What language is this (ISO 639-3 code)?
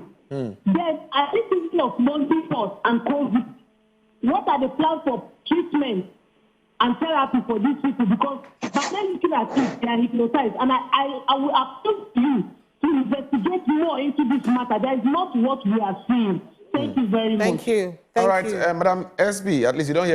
pcm